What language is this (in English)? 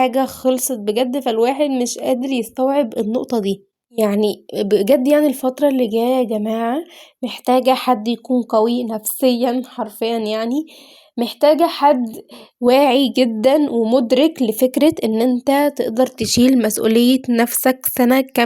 Egyptian Arabic